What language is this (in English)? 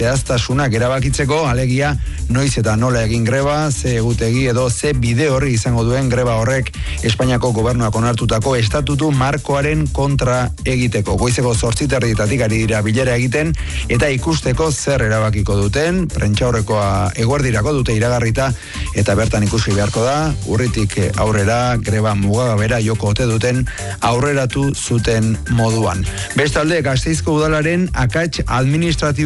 Basque